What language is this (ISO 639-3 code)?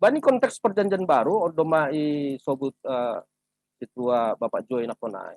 bts